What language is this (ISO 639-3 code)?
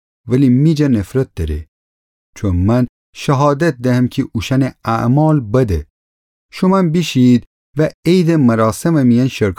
glk